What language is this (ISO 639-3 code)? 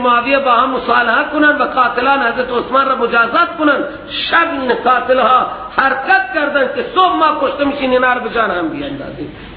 fas